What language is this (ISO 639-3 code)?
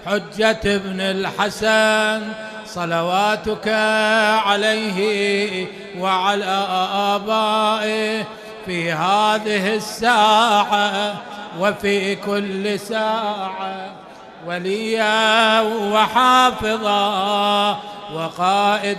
acm